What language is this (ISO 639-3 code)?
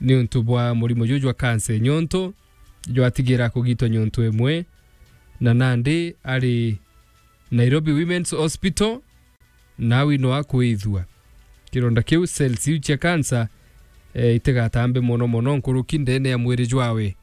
mer